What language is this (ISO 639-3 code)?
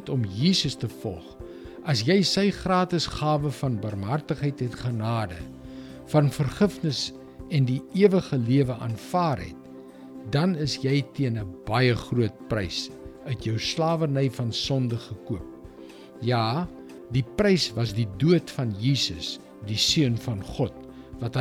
afr